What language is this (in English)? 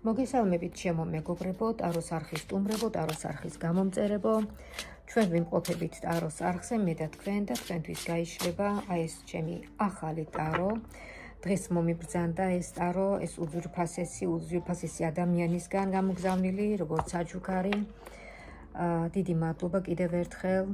Georgian